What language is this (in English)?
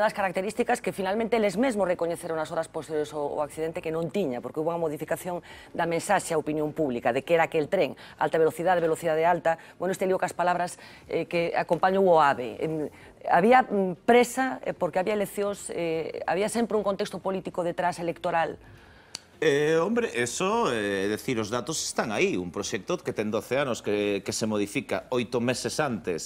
Galician